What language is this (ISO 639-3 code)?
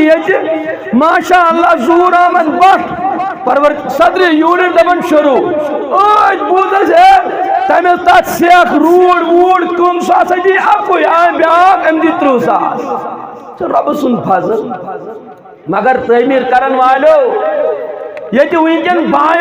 kas